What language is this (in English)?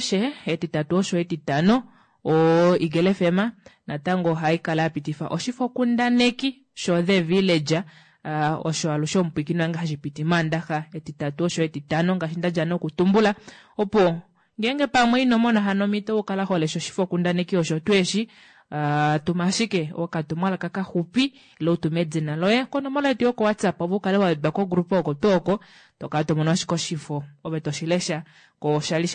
Kuanyama